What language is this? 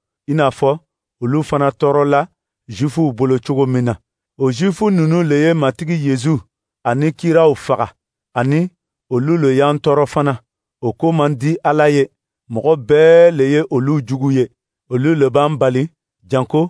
Dyula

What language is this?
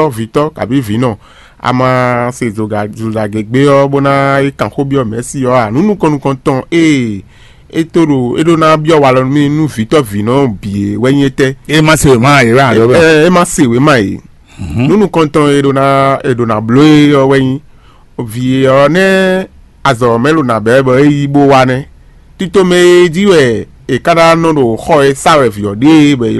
Fon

